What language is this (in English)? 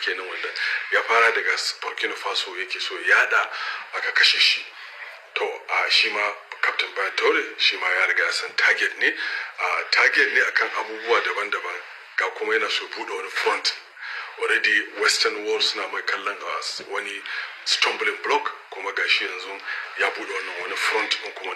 Hausa